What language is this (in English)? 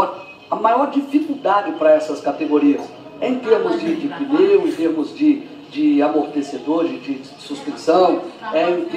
Portuguese